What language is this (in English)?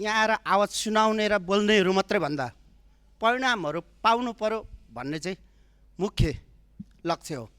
Nepali